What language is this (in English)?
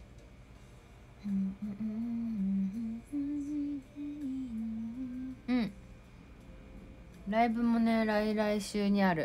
Japanese